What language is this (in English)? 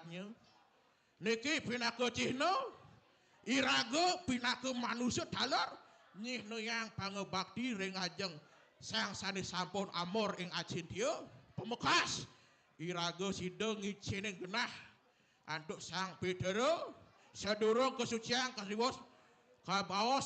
Balinese